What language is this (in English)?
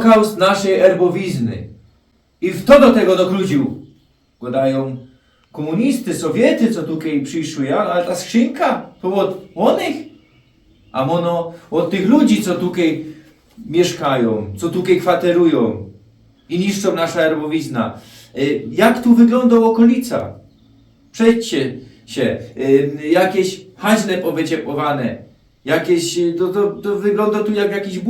Silesian